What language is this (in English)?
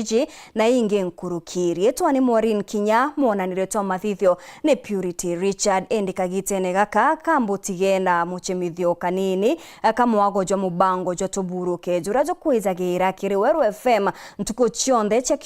Meru